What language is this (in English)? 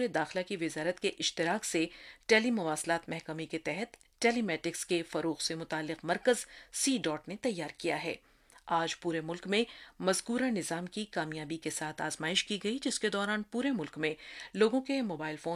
Urdu